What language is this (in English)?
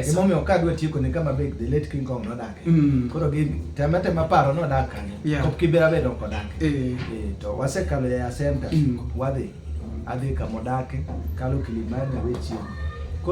Luo (Kenya and Tanzania)